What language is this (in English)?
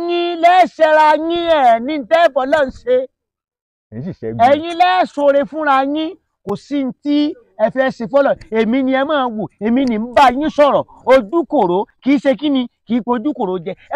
Yoruba